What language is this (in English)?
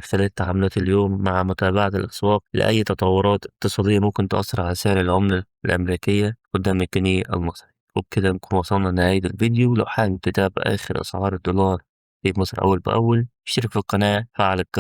Egyptian Arabic